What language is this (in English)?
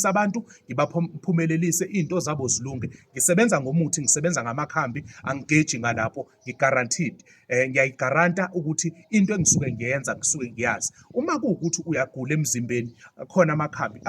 Zulu